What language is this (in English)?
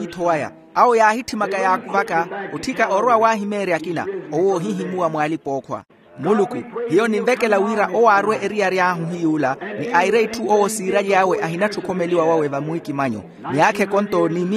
Makhuwa